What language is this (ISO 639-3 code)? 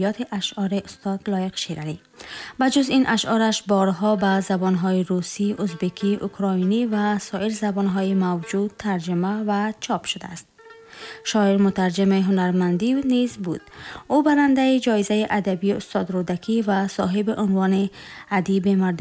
tgk